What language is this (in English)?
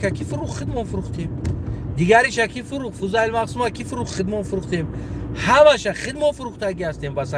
Tajik